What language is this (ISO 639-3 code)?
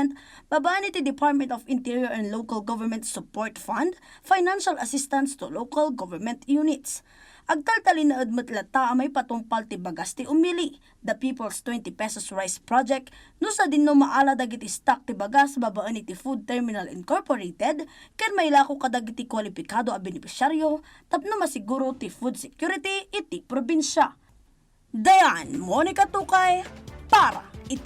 ilo